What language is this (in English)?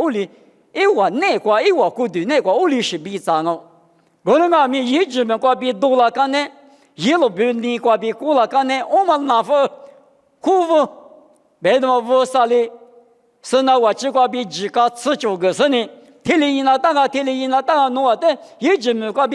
Lisu